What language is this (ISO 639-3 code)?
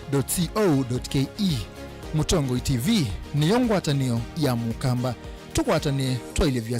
kam